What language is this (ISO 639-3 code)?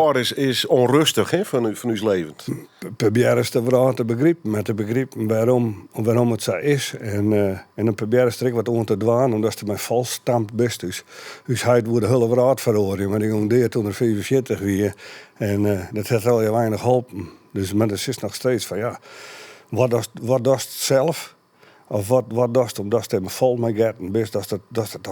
fry